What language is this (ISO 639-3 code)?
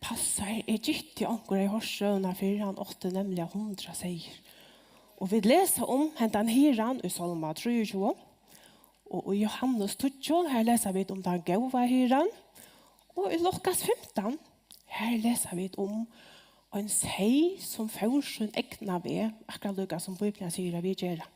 fao